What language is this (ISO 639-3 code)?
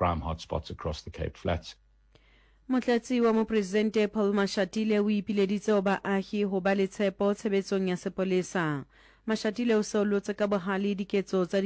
sot